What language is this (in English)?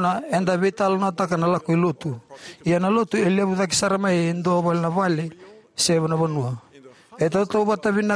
Fijian